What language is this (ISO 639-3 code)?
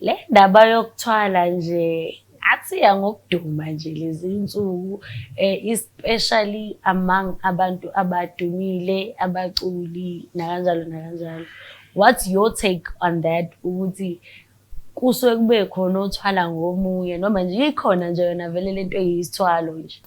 zul